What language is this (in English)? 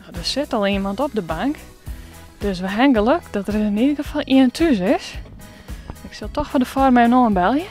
Western Frisian